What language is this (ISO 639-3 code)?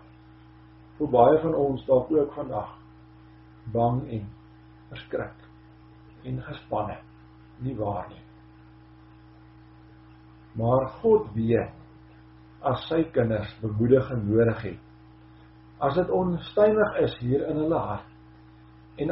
afr